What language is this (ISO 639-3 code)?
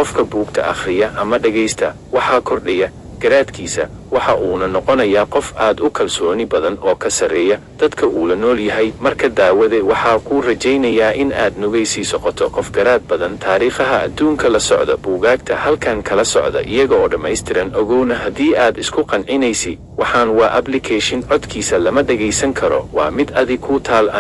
som